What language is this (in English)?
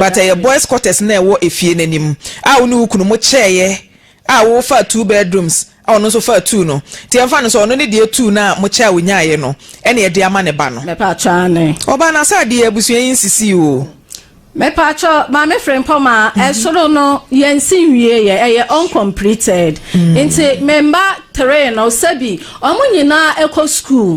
Akan